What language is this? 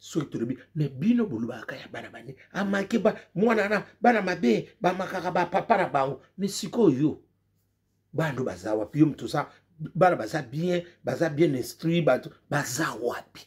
Lingala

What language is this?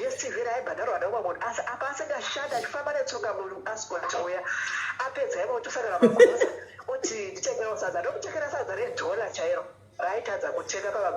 Shona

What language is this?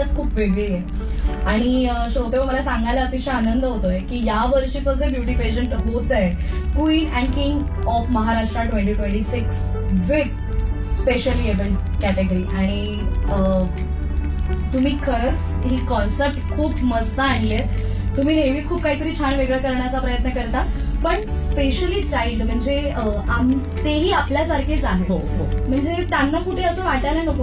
Marathi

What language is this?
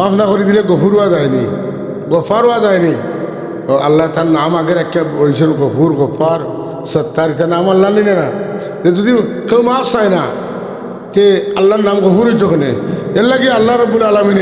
Sylheti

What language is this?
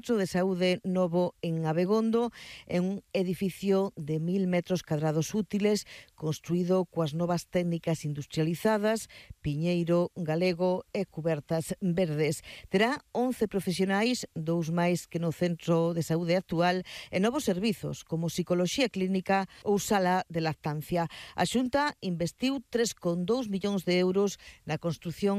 Galician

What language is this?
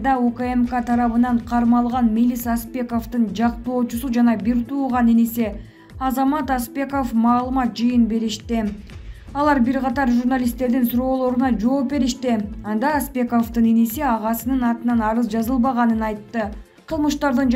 Kyrgyz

